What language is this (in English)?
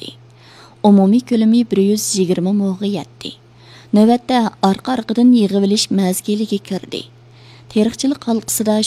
Uyghur